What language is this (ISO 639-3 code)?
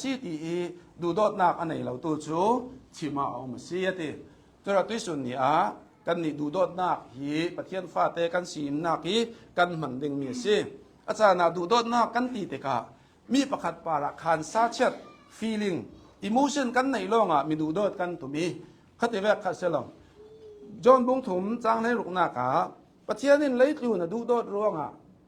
cnh